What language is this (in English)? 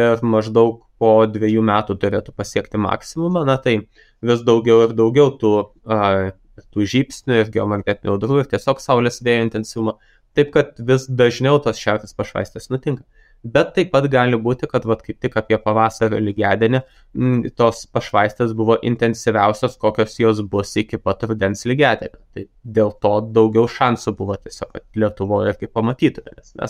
Lithuanian